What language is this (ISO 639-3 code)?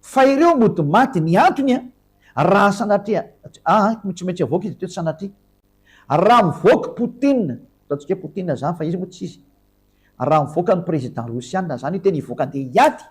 mlg